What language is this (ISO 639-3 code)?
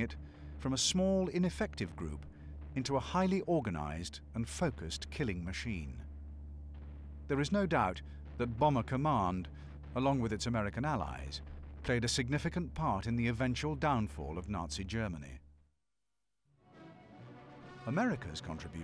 eng